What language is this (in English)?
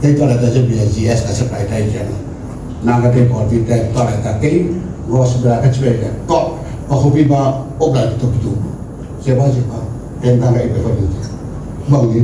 Tedim Chin